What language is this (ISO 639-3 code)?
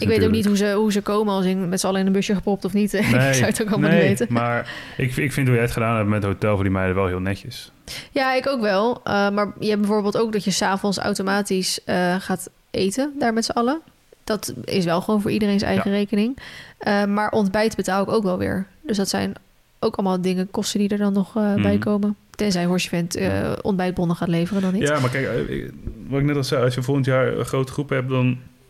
nld